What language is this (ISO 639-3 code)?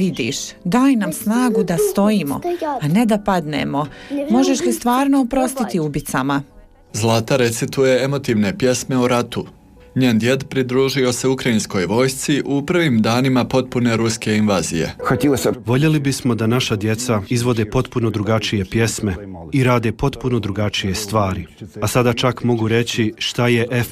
bos